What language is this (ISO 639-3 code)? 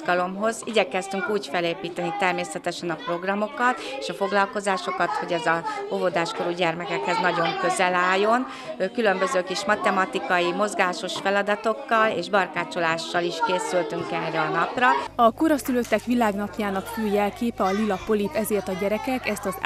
hun